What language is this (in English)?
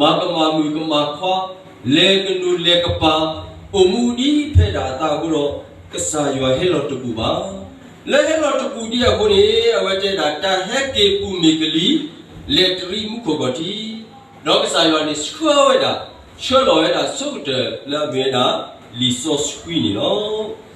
S'gaw Karen